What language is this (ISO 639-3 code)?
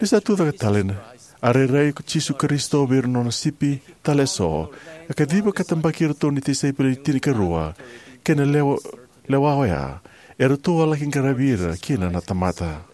fij